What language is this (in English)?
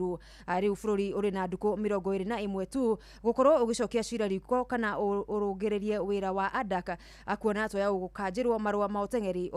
Kikuyu